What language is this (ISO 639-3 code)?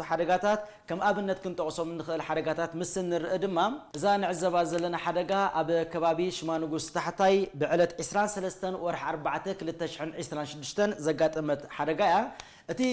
tir